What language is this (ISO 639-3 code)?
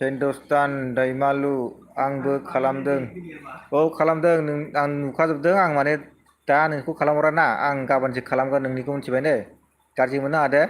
brx